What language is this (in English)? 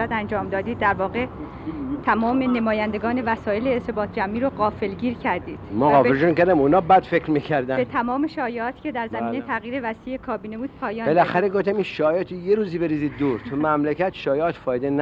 Persian